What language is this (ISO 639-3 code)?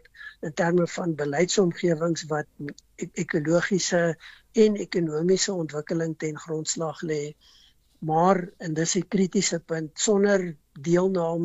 afr